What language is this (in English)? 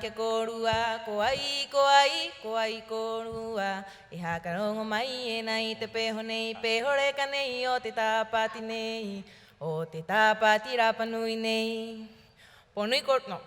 Rapanui